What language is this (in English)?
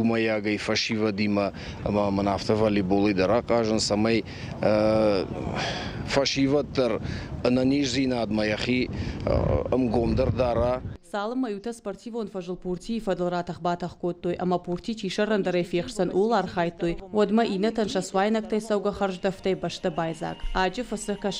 Ossetic